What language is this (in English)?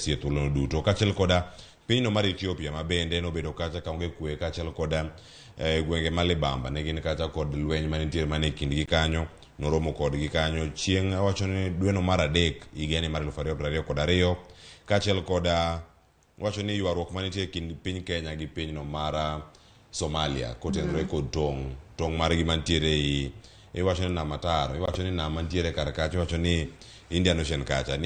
Luo (Kenya and Tanzania)